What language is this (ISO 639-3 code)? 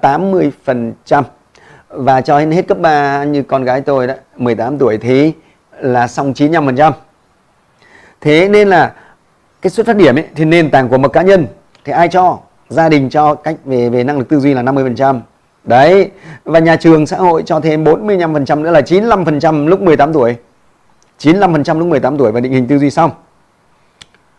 vie